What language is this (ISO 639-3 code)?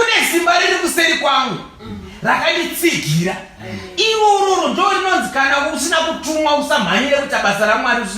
sna